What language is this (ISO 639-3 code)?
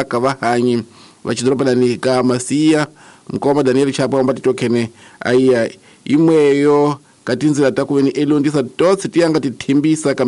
tso